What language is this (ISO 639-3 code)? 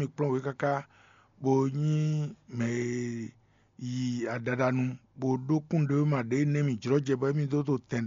fon